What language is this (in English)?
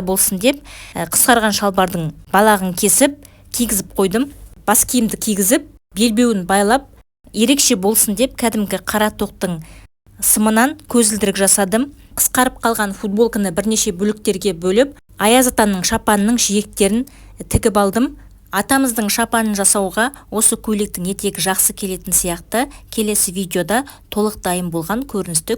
Kazakh